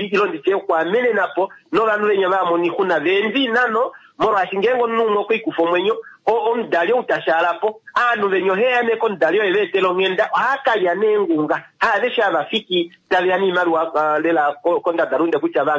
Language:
Kuanyama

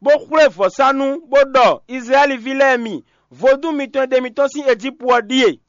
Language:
Fon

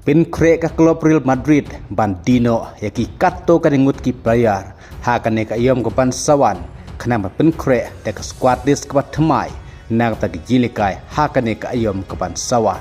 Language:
Khasi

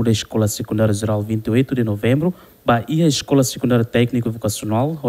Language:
Tetum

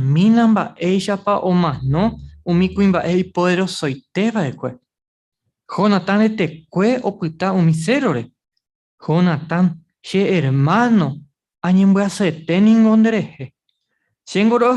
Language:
Guarani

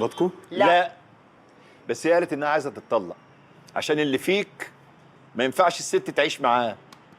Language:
Egyptian Arabic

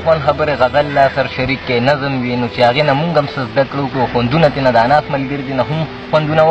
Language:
Pashto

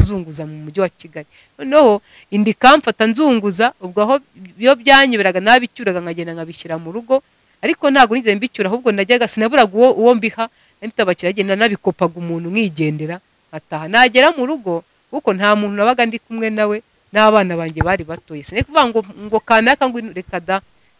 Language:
Kinyarwanda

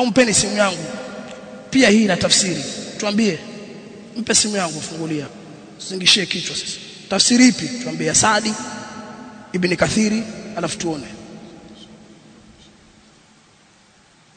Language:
Swahili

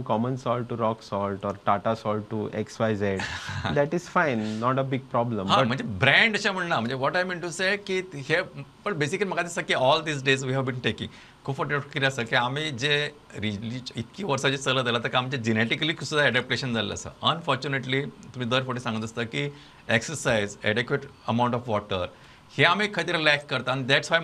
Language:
Konkani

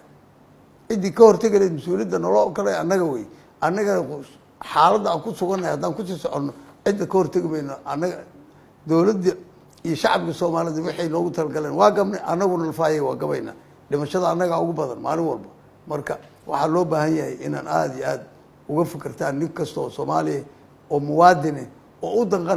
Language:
Somali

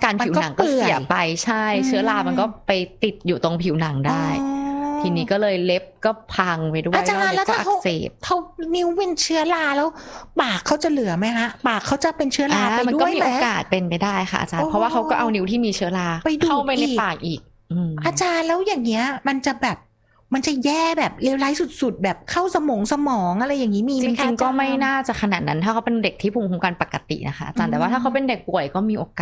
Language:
Thai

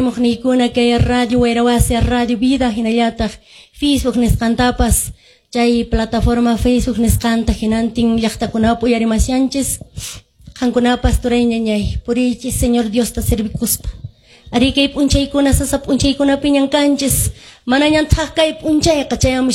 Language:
Quechua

